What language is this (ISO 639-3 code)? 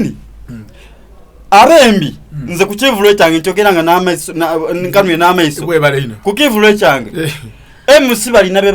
xog